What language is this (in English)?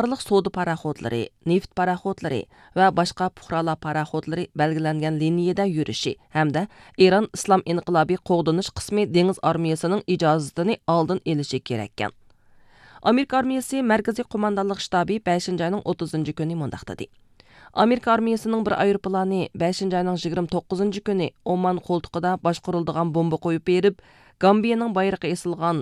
Uyghur